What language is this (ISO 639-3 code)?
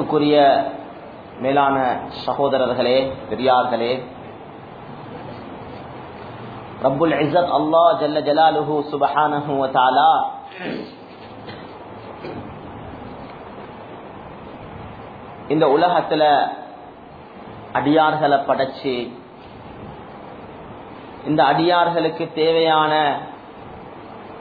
tam